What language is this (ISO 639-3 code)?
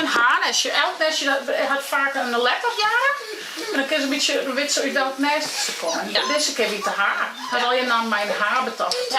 fry